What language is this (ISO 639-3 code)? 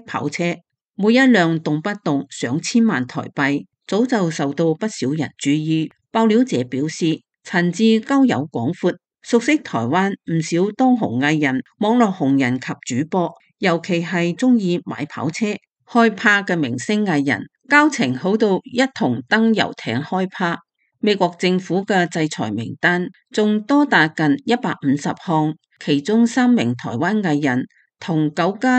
yue